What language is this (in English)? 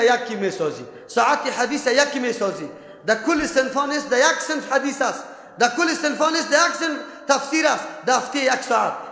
Persian